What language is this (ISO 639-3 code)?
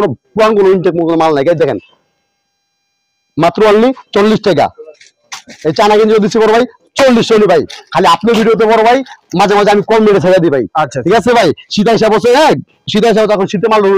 ben